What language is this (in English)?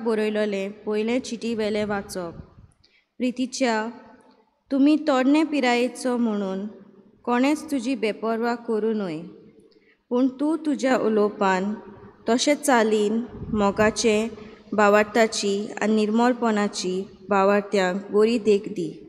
Konkani